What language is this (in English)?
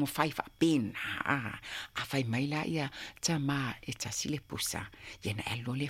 Samoan